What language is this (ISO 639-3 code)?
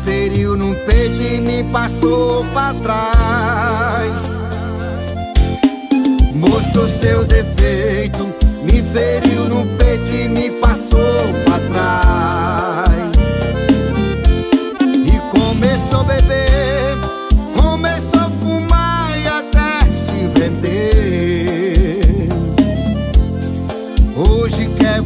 por